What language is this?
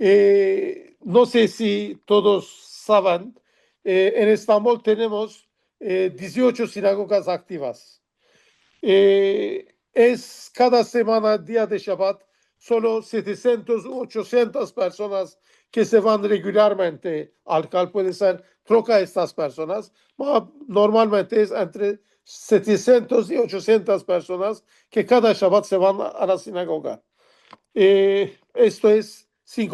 Ladino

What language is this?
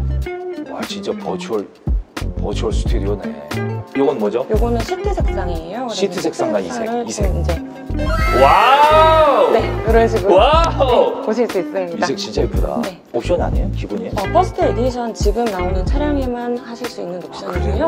Korean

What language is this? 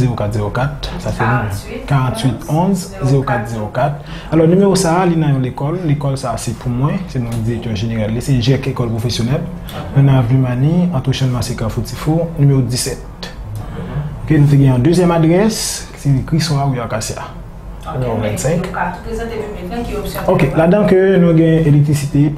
Haitian Creole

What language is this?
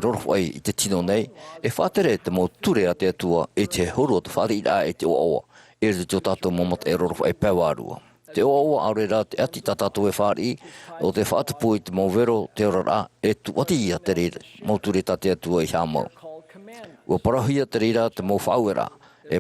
Tahitian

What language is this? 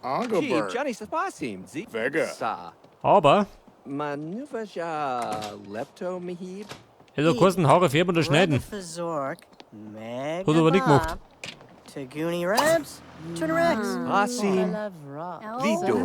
Bavarian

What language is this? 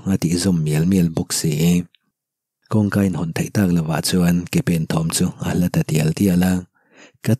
Mizo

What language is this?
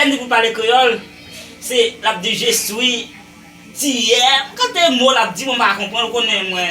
Haitian Creole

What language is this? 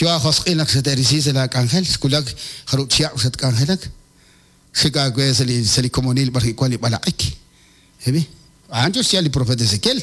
Kekchí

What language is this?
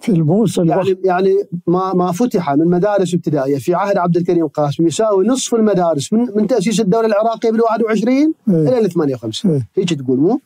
Mesopotamian Arabic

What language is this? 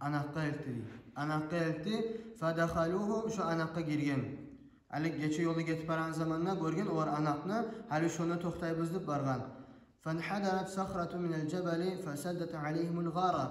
Kumyk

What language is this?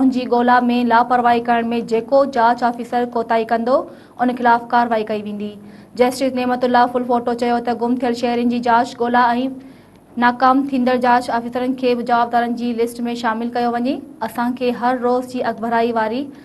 Sindhi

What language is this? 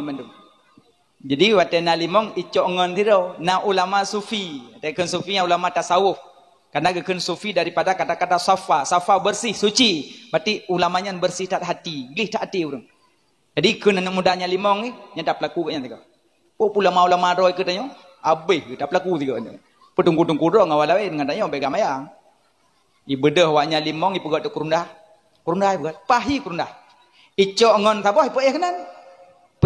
Achinese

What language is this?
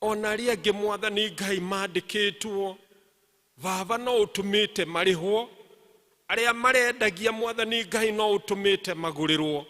Kikuyu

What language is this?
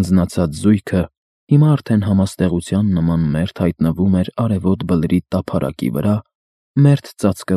Armenian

